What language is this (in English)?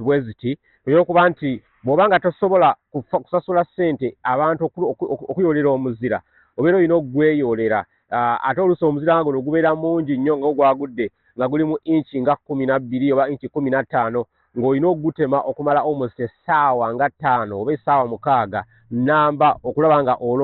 Ganda